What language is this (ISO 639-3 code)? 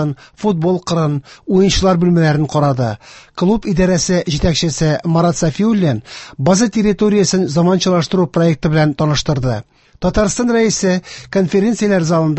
tat